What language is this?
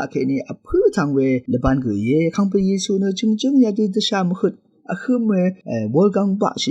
Rawang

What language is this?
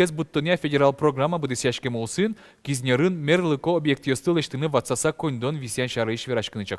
Udmurt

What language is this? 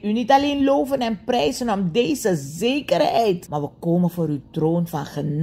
Dutch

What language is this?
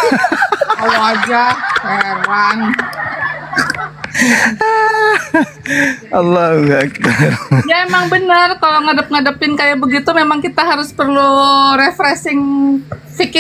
Indonesian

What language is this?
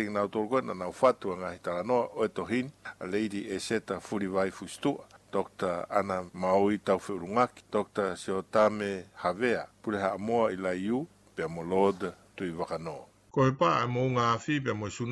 Tongan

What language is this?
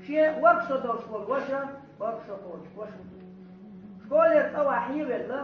Chechen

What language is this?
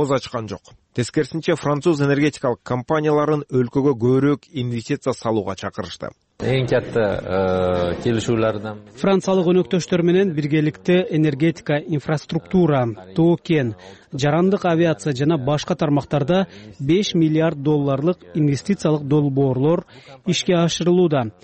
Kyrgyz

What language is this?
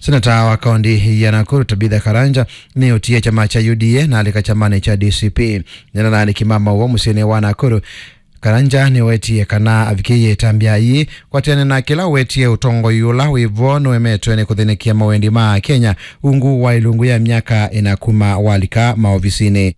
Kamba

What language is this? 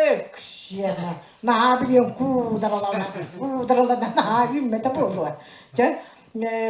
Yakut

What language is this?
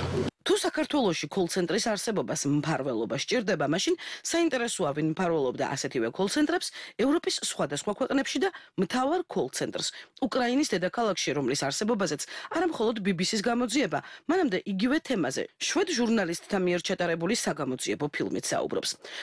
Georgian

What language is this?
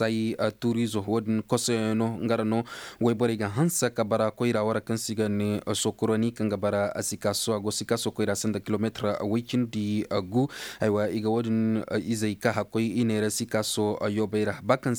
Koyraboro Senni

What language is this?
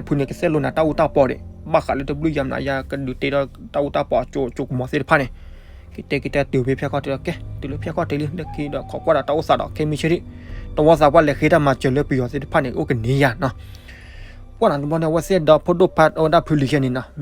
S'gaw Karen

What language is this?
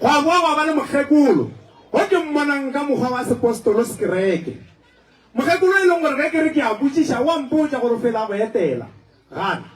Northern Sotho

